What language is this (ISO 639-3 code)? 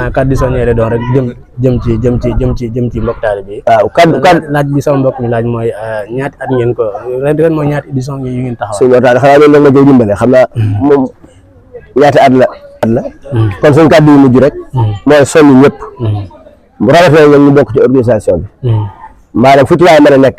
wol